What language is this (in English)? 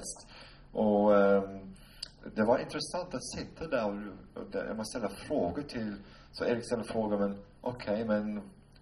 Swedish